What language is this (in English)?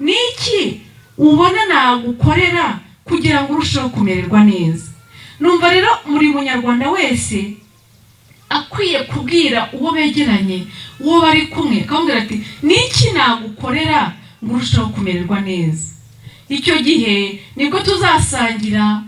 Kinyarwanda